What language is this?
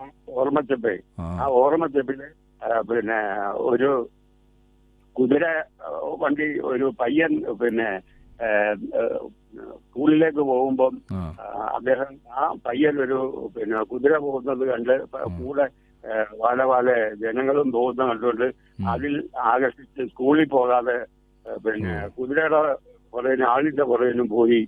Malayalam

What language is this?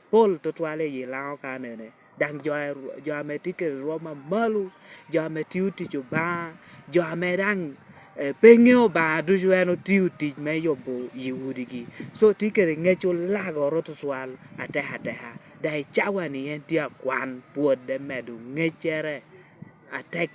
Lango (Uganda)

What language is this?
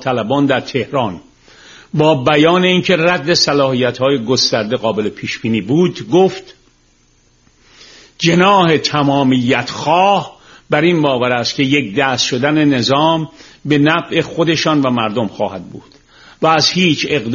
Persian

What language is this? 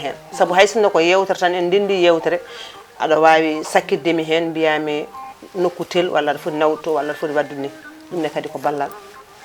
Fula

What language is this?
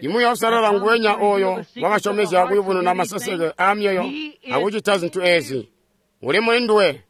Tonga (Zambia)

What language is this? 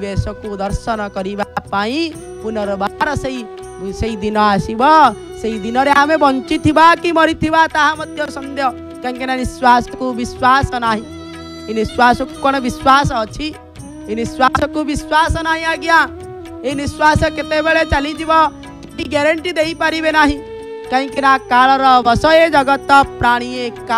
Odia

